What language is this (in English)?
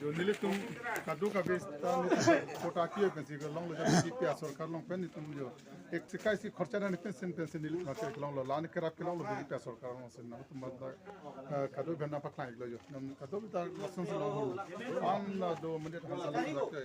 Karbi